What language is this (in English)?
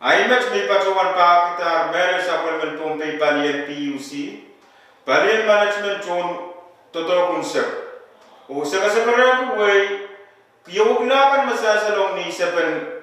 Pohnpeian